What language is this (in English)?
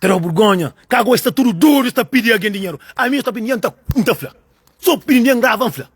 Kabuverdianu